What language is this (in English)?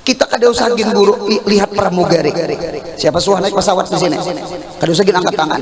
Banjar